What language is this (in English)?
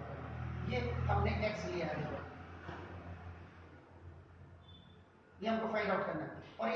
Hindi